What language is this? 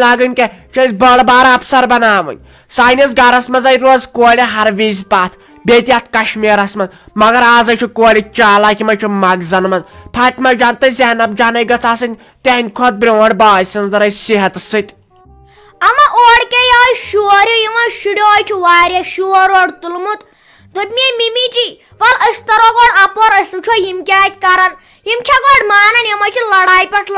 Kashmiri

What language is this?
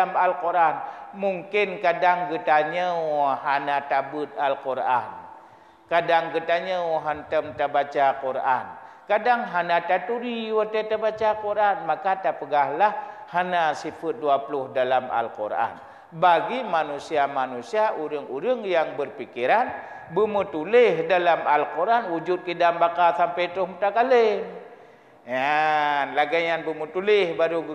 Achinese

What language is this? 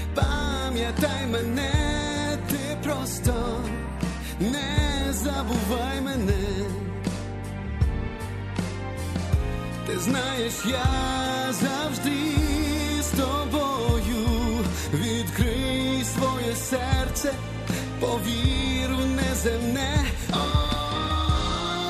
Ukrainian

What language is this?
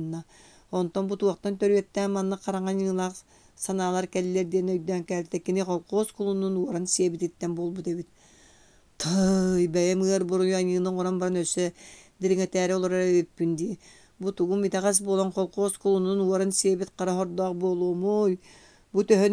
Yakut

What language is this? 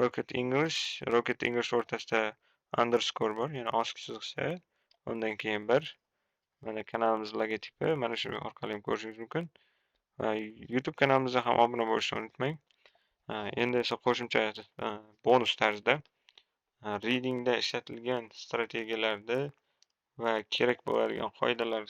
Uzbek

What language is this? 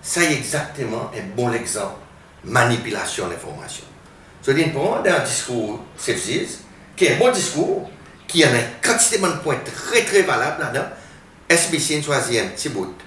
Seselwa Creole French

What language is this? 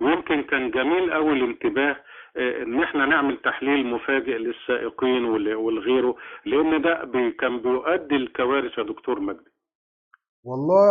Egyptian Arabic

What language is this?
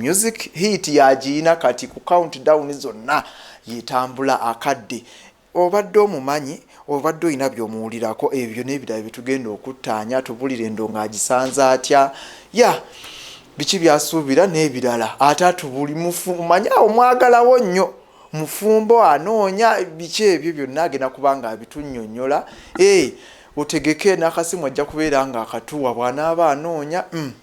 Ganda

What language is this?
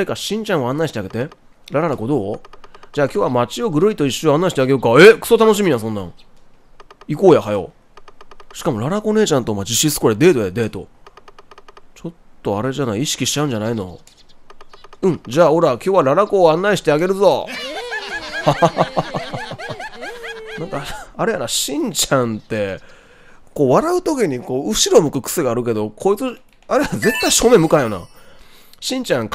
Japanese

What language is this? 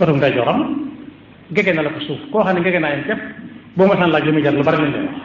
Wolof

